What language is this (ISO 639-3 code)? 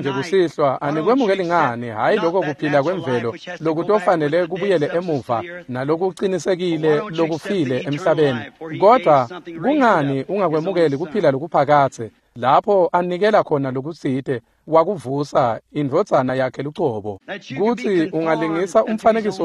ssw